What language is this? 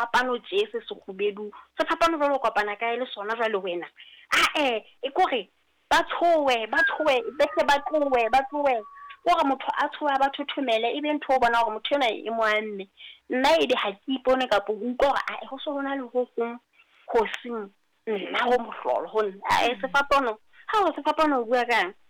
Southern Sotho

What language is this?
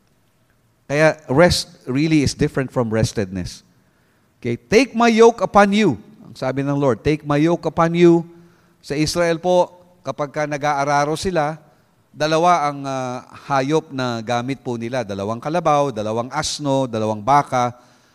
Filipino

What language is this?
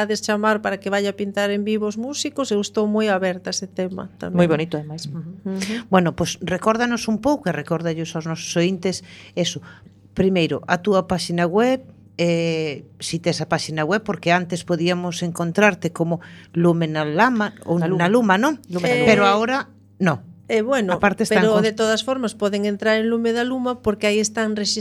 Galician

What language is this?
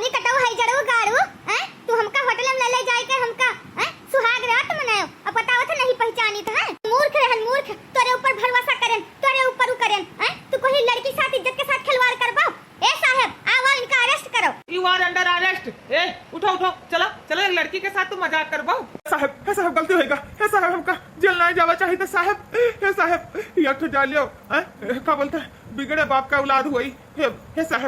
Awadhi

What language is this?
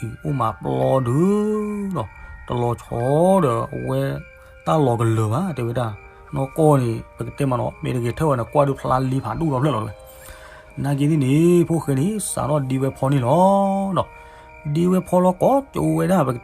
S'gaw Karen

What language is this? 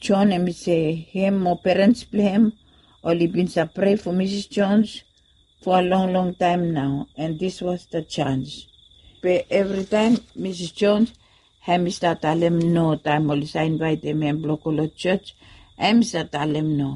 Bislama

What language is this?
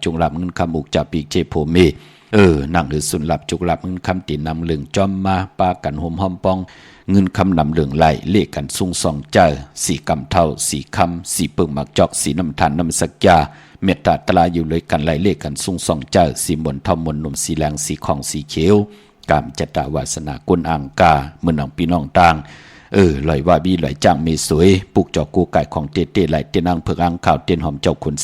Shan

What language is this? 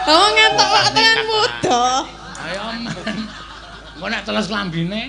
Javanese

